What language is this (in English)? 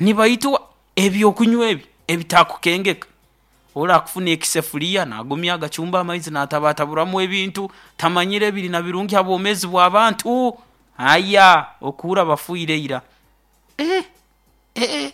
Nyoro